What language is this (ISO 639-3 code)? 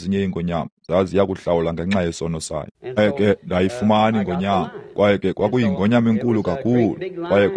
xho